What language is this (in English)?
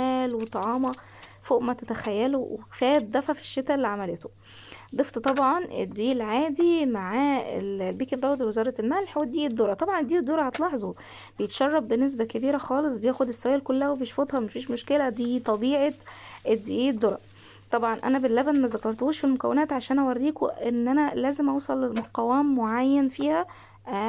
Egyptian Arabic